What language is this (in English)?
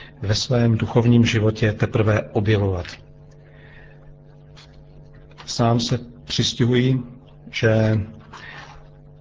Czech